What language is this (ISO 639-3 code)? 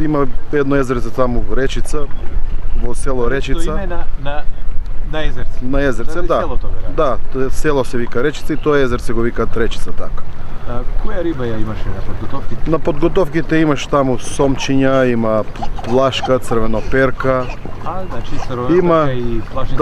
mkd